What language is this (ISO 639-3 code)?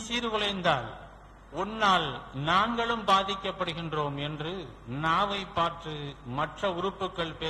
tam